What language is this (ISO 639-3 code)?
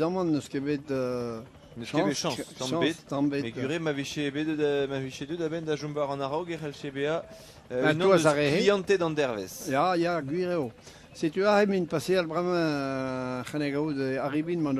bre